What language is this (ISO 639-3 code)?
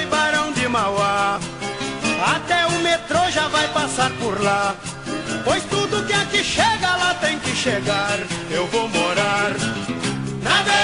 por